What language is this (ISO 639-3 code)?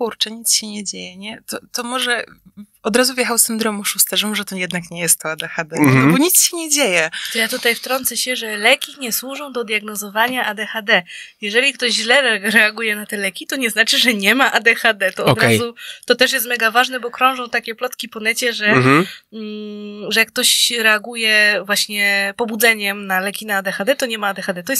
pol